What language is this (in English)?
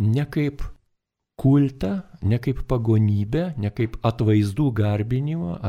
Lithuanian